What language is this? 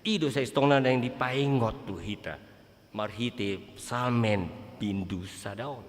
Batak Toba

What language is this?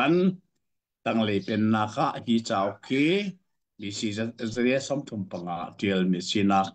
Hakha Chin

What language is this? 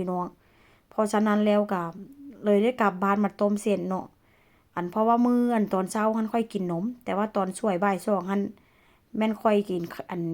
Northeastern Thai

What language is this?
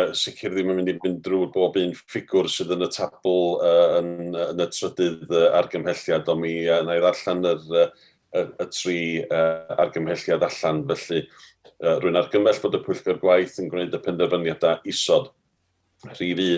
Welsh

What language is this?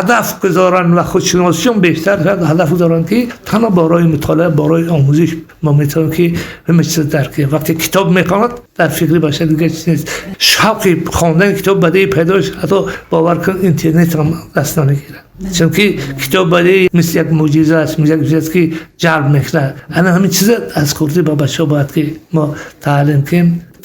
Tajik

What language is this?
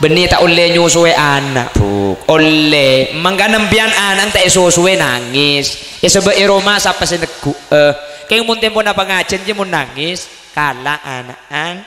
Madurese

